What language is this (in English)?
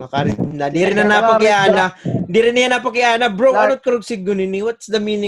Waray